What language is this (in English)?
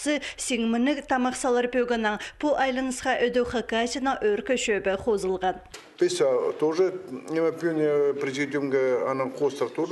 Khakas